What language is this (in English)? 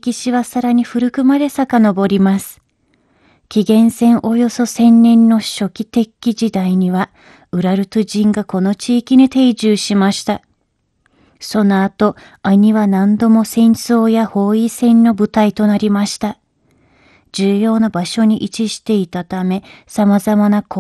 Japanese